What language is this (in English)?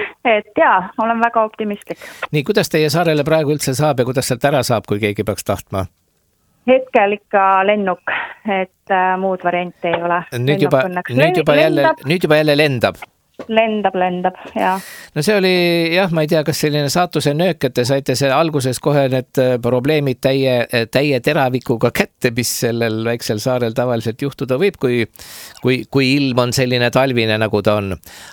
Estonian